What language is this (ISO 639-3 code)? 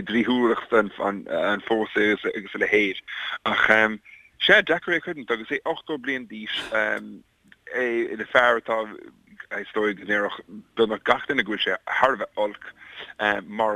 gle